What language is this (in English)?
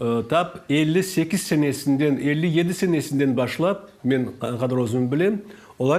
Crimean Tatar